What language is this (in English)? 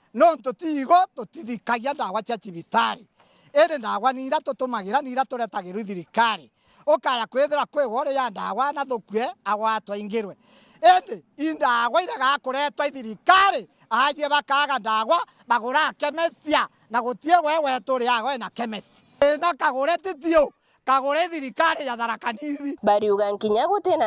Meru